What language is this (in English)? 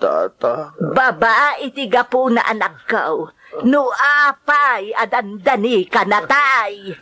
Iloko